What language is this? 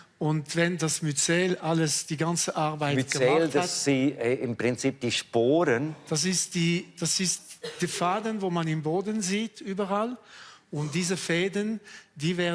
Swiss German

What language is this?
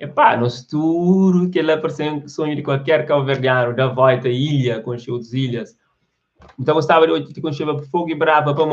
Kabuverdianu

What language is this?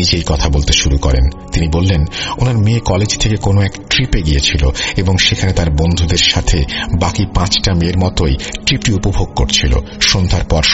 Bangla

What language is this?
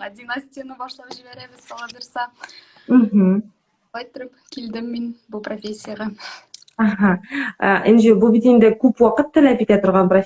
Tatar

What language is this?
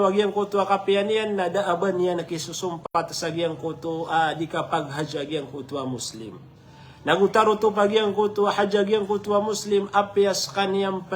Maranao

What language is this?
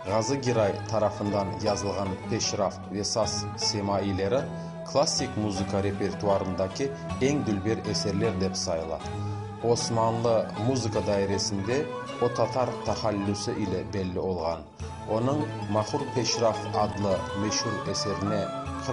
Crimean Tatar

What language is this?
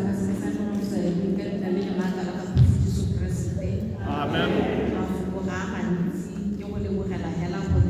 Tswana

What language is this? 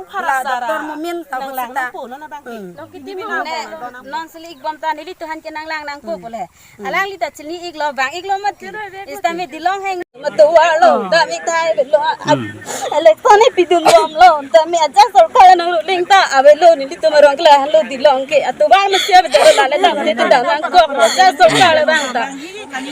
Karbi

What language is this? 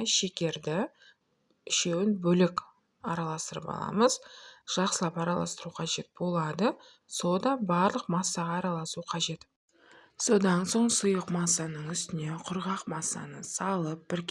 Kazakh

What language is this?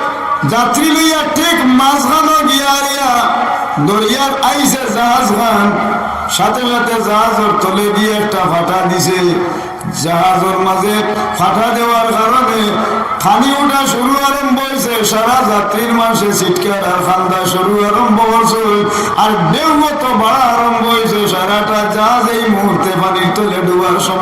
Sylheti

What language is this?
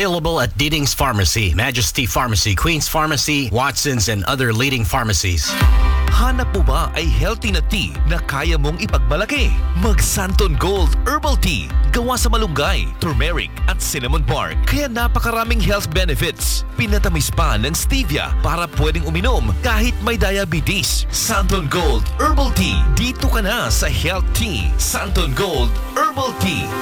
Filipino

